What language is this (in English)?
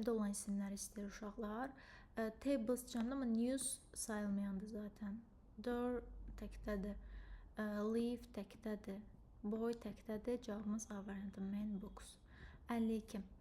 Azerbaijani